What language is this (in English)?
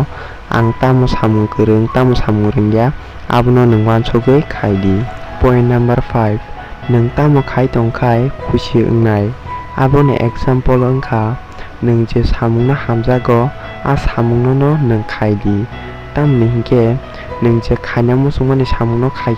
Kok Borok